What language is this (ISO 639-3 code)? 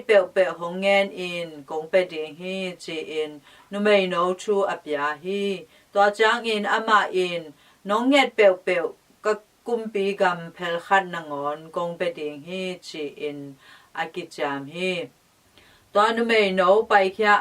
ctd